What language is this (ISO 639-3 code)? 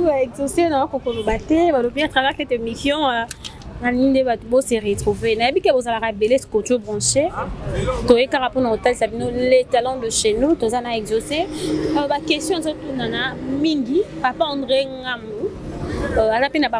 lin